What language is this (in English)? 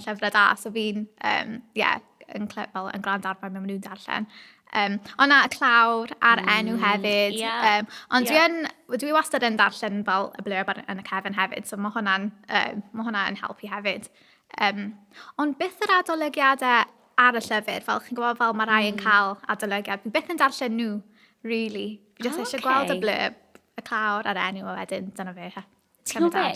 Welsh